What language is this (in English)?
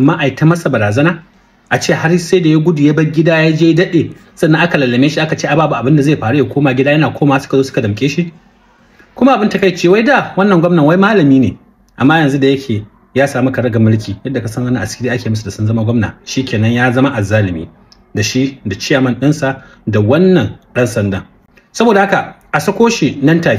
Hausa